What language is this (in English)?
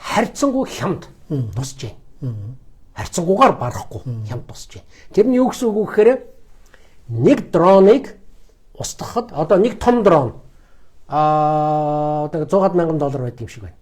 Mongolian